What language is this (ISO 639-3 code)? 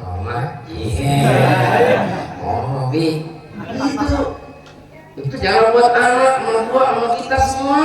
mad